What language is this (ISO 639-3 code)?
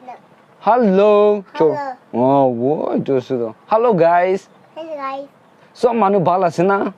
nag